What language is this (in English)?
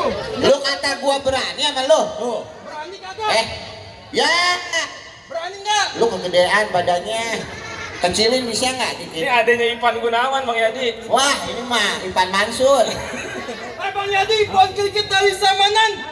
Betawi